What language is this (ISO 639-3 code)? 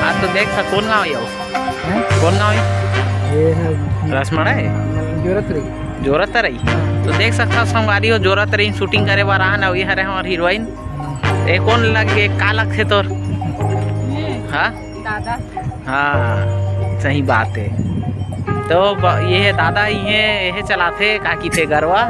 hne